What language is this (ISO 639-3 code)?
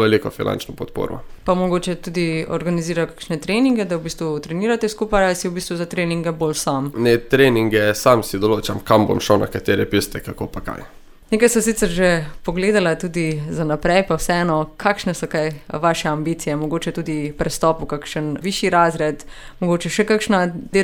slv